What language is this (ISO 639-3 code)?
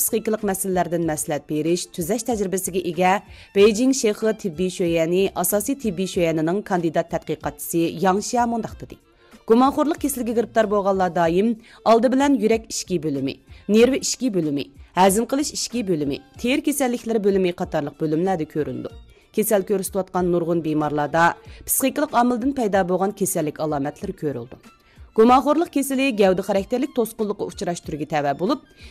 uig